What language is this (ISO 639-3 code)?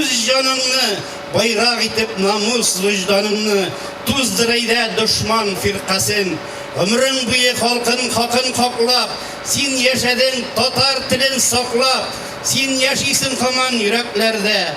tat